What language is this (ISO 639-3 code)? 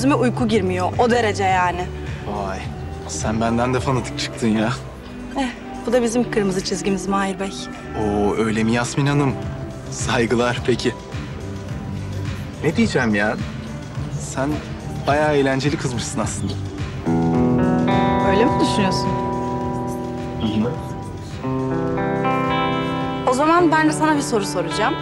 tur